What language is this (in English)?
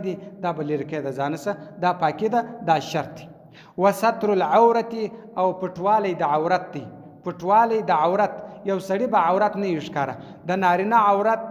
Pashto